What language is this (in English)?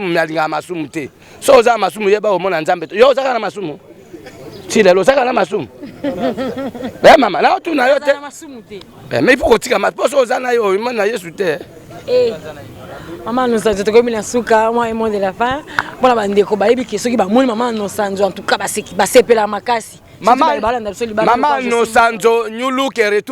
Lingala